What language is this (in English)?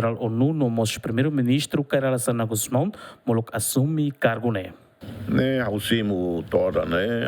Tetum